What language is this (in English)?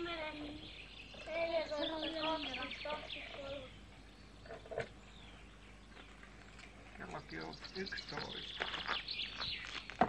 Finnish